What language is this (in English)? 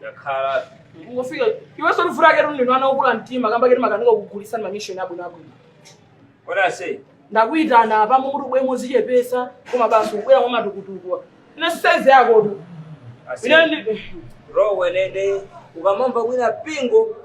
Nyanja